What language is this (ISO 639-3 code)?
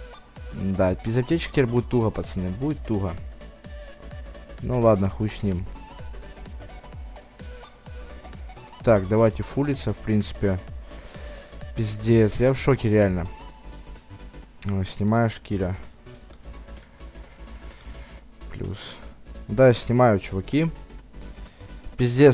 rus